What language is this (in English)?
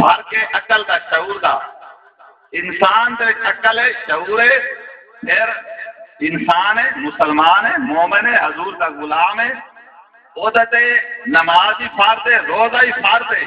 Saraiki